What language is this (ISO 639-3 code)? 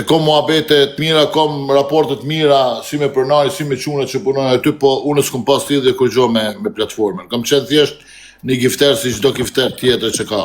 sqi